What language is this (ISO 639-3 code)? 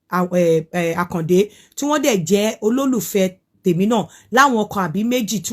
yor